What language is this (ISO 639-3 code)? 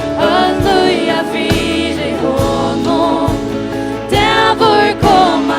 fao